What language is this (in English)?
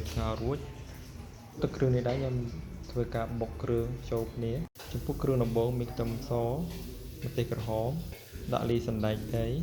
Khmer